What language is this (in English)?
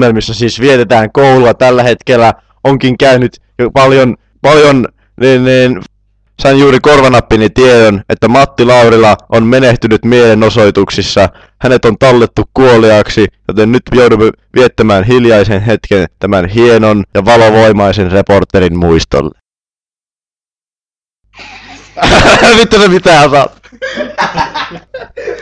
Finnish